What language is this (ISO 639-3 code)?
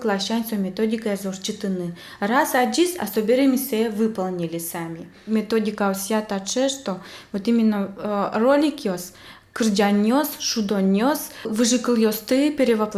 udm